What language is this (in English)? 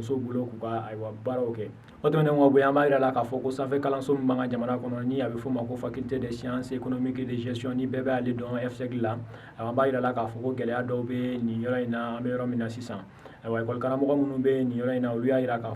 Bambara